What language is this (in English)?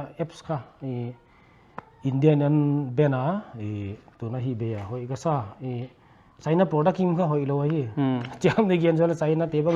Paite Chin